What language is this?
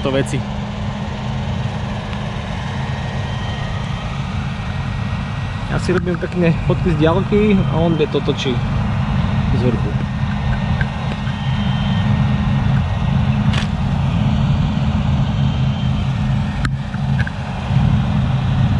Slovak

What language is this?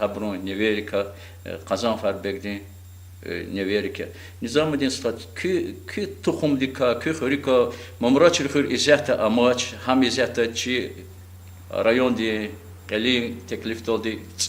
Lezghian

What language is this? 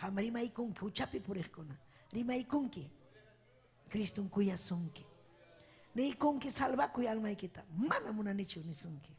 Ayacucho Quechua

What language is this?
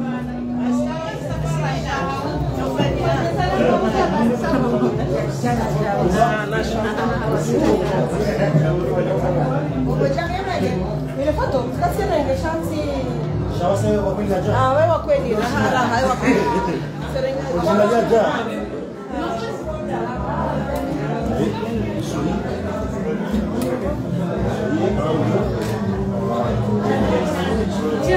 Swahili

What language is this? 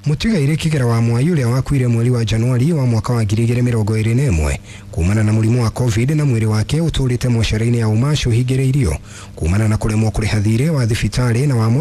Kikuyu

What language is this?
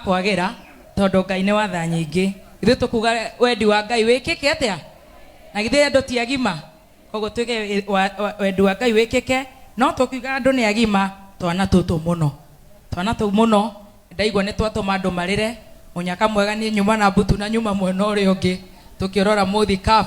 Kikuyu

